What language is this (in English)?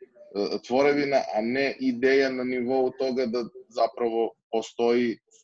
Serbian